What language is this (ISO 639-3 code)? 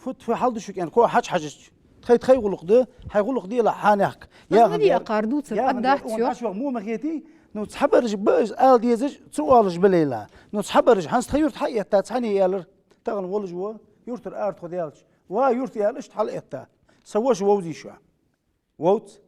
inh